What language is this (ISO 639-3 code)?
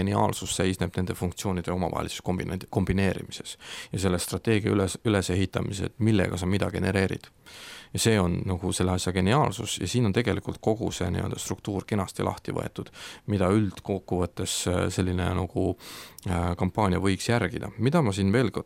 est